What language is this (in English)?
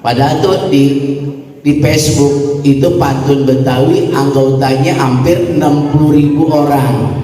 Betawi